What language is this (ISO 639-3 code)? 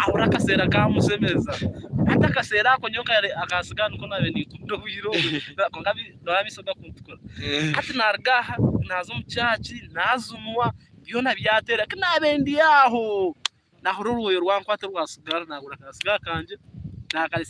nyn